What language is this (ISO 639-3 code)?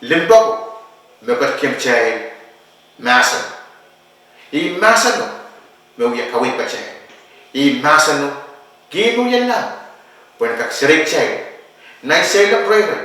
pon